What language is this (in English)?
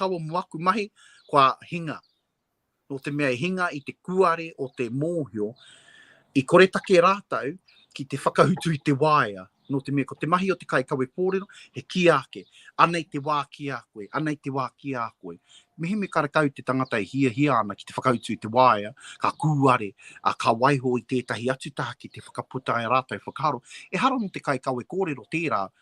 Māori